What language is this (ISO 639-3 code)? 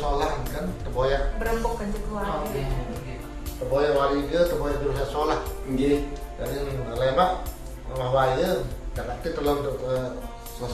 sas